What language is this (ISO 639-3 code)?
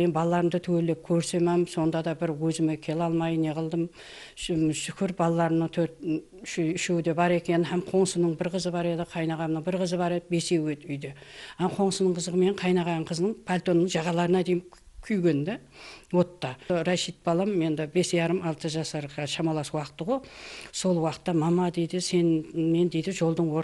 kaa